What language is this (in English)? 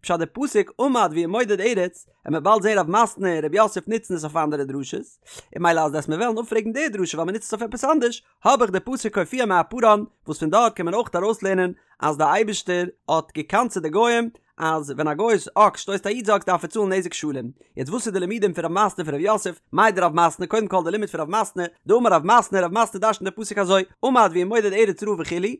Yiddish